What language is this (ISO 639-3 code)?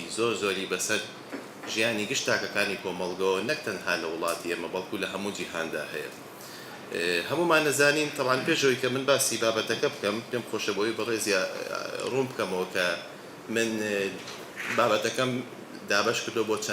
ckb